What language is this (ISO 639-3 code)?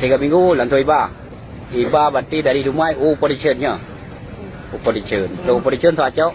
ace